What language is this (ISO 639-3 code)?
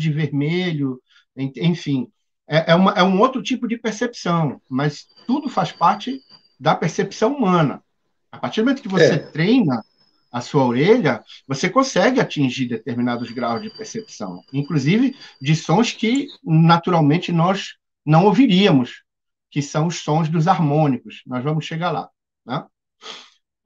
por